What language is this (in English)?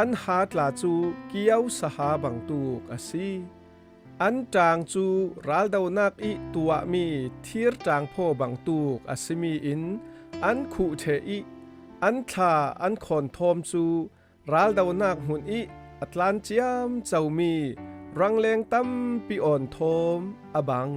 Falam Chin